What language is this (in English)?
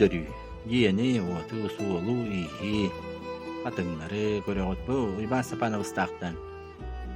Yakut